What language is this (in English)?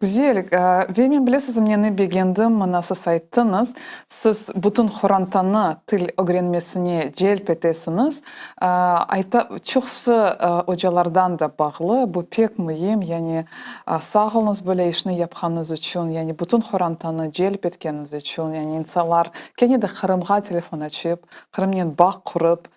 Crimean Tatar